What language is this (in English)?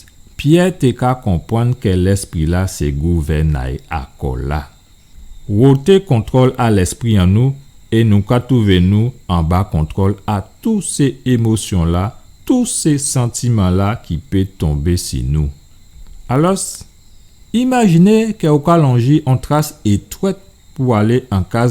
Guadeloupean Creole French